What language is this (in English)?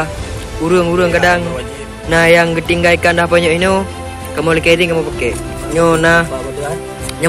Achinese